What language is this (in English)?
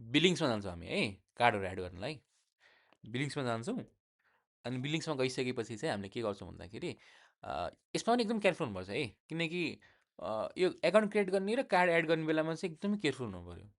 Nepali